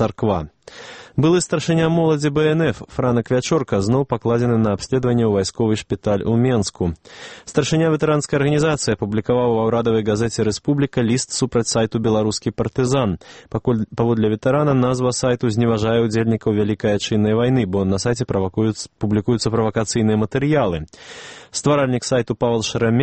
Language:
Belarusian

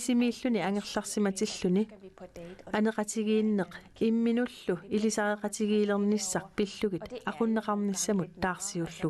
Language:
Kalaallisut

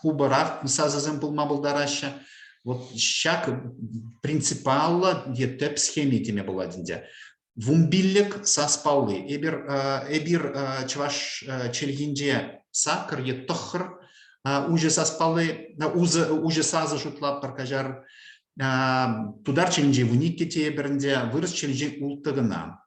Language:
Chuvash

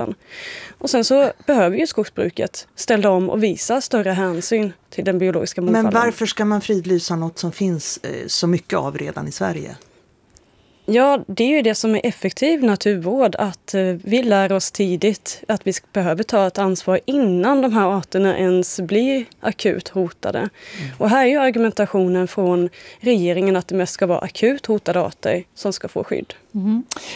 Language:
Swedish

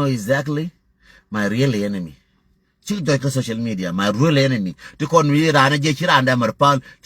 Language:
Nuer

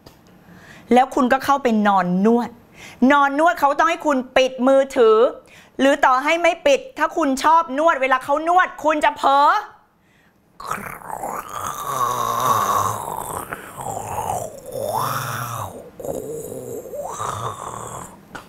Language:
Thai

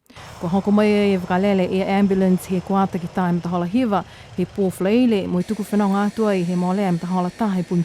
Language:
Niuean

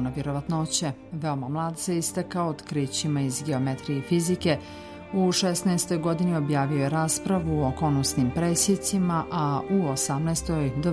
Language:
Serbian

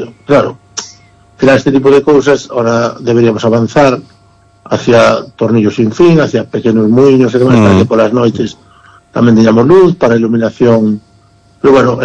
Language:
Galician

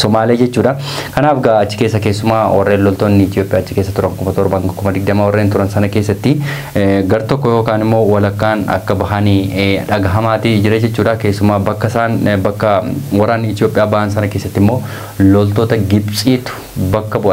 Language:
Oromo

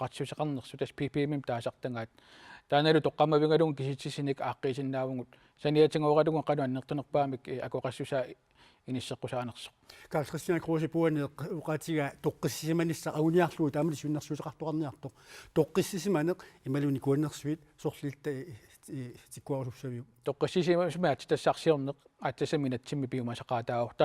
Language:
Kalaallisut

